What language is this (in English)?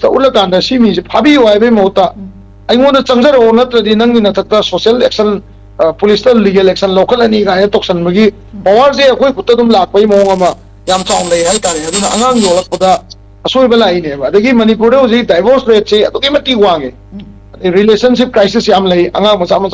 Manipuri